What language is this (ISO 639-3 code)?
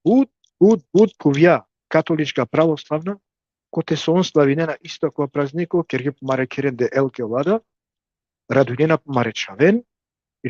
rmn